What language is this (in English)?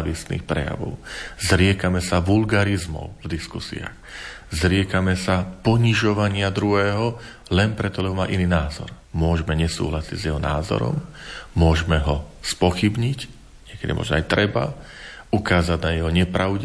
Slovak